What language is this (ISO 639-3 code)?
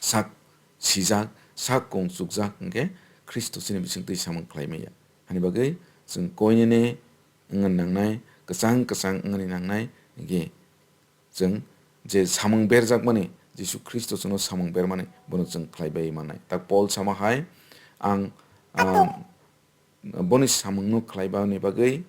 trp